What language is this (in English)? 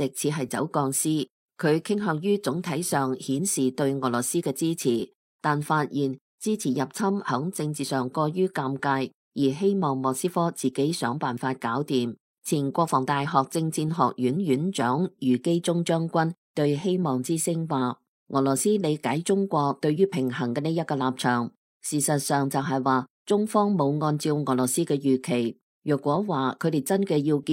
Cantonese